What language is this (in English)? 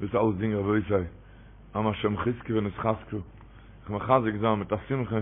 Yiddish